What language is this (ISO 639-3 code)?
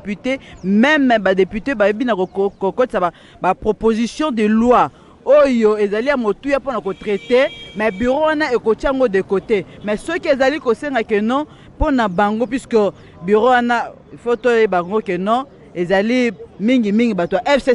lin